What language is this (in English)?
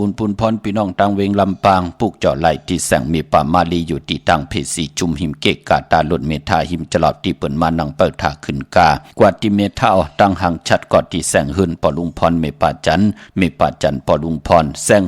Shan